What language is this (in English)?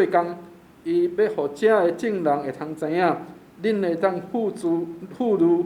Min Nan Chinese